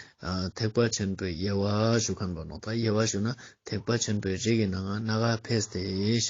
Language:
Ladakhi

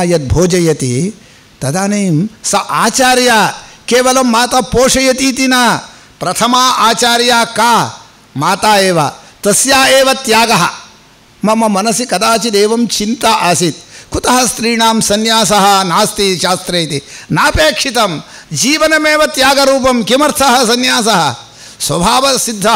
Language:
Sanskrit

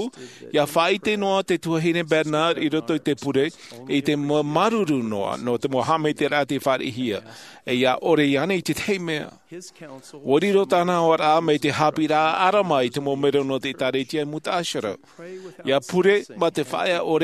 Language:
Tahitian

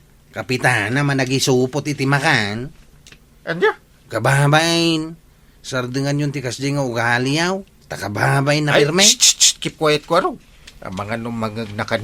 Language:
Iloko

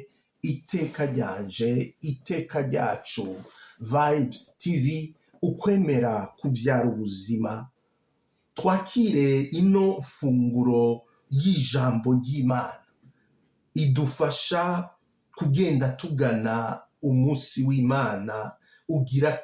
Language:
Rundi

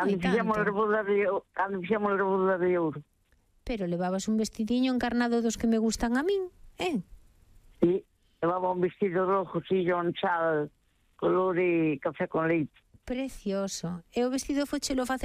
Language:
Galician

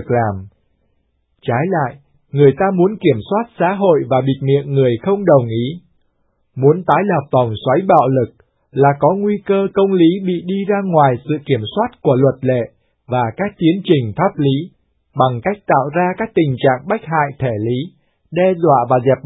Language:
Vietnamese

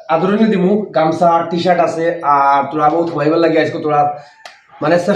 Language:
Sylheti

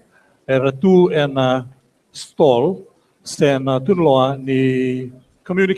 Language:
Fijian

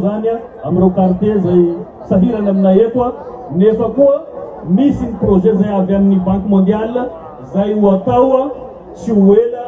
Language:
Malagasy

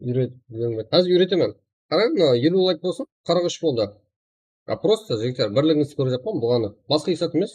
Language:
Kara-Kalpak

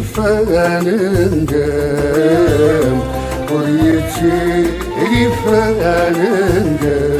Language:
Kabyle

